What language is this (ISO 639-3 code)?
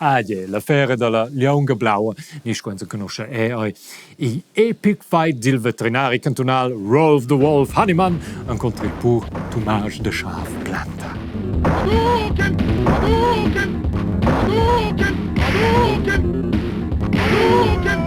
roh